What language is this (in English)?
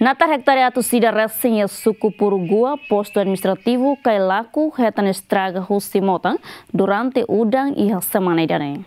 Tetum